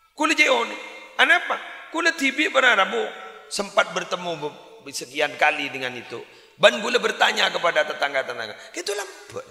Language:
Madurese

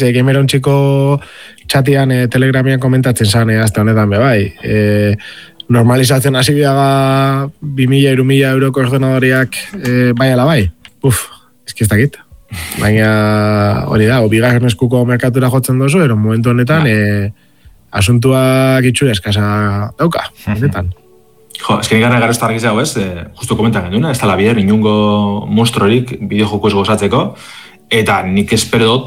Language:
Basque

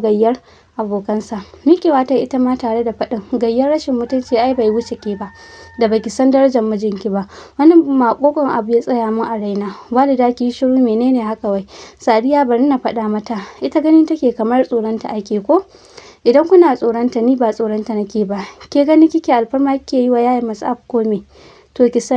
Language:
Hausa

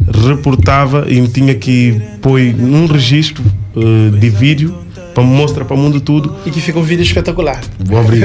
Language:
Kabuverdianu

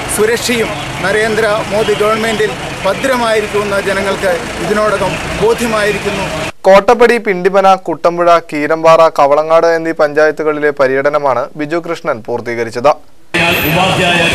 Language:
Malayalam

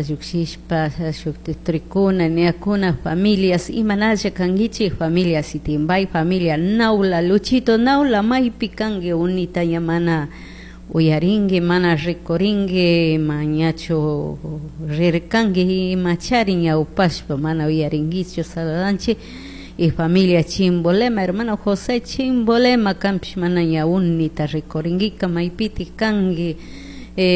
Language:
Chimborazo Highland Quichua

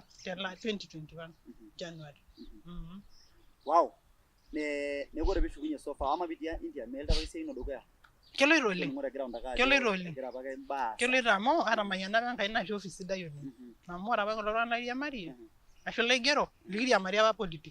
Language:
Masai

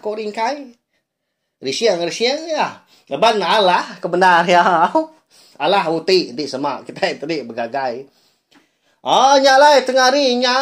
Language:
Iban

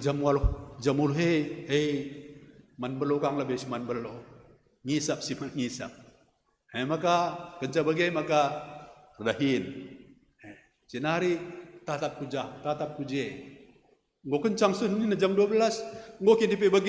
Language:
Batak Karo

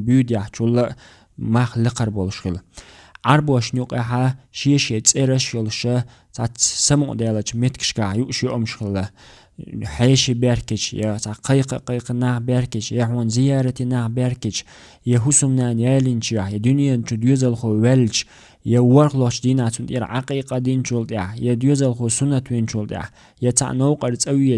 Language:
Chechen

